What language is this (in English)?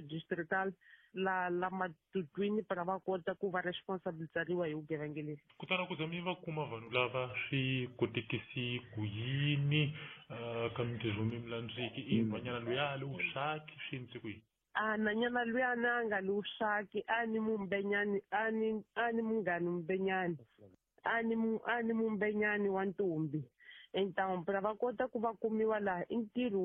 Tsonga